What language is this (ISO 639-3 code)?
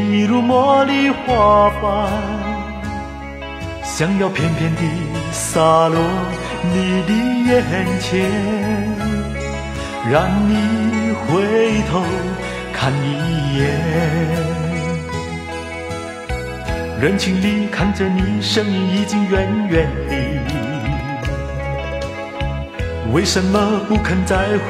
zho